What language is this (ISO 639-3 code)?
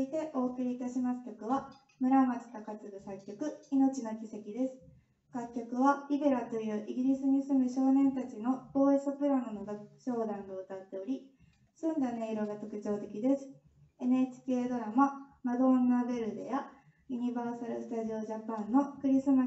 jpn